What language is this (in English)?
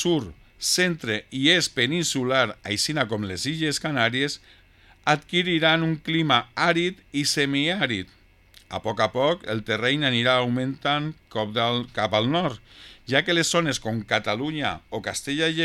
Catalan